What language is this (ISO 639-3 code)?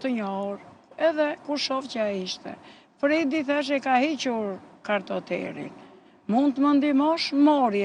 sqi